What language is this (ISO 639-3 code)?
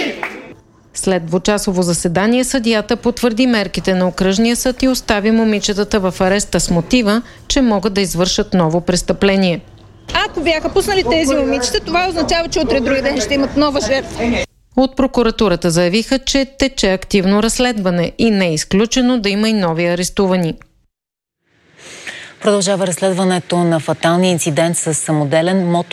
bul